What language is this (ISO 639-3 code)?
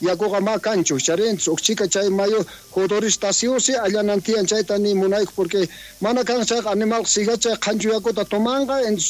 quh